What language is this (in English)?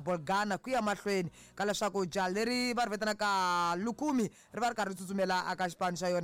Tsonga